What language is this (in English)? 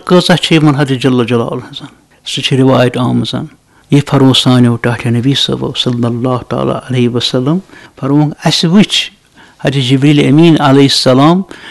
Kashmiri